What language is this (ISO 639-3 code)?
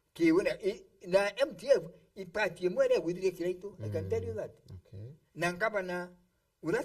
mer